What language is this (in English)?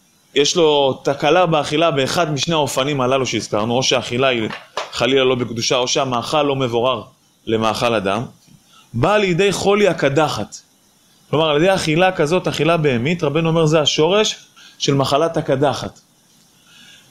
Hebrew